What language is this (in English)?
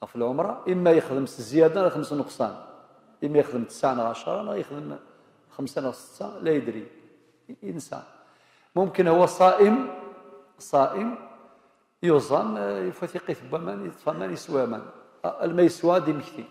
Kabyle